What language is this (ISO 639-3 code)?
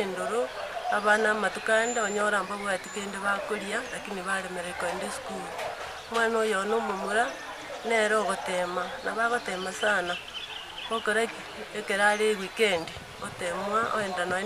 guz